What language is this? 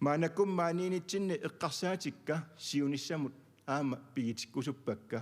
Kalaallisut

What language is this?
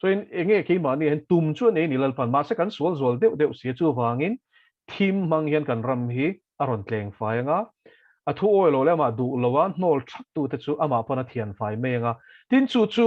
Mizo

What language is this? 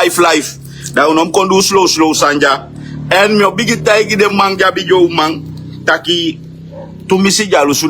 Sranan Tongo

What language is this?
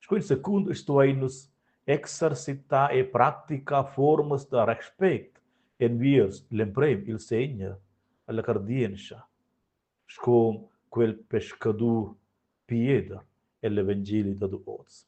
Romansh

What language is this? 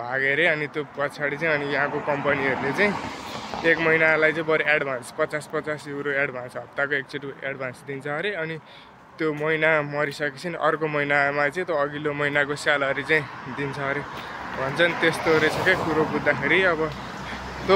Nepali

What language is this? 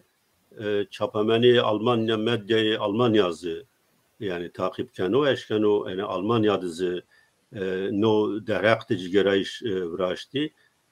Zaza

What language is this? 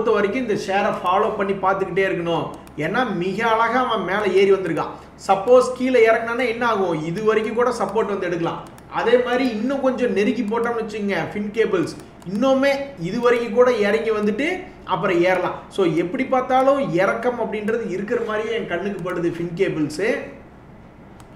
Tamil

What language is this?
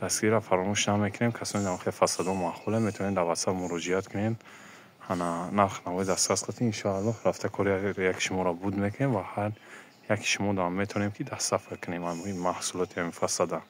Tajik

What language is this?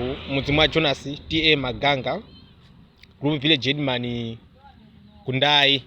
Nyanja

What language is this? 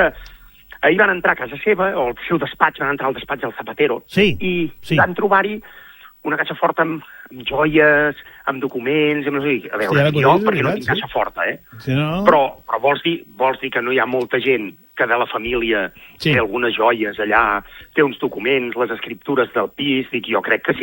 Catalan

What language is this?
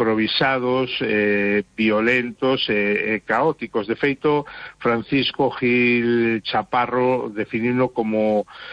Galician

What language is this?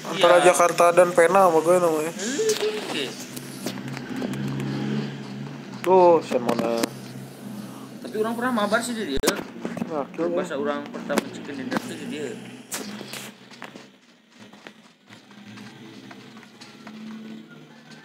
Indonesian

